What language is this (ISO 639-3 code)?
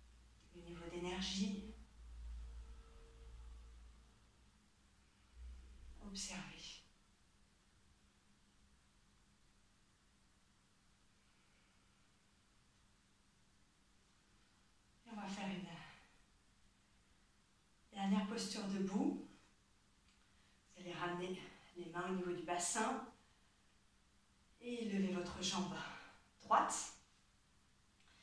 fra